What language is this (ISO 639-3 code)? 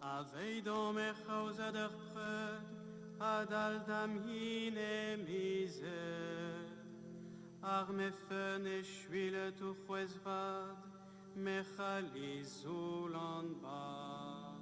bre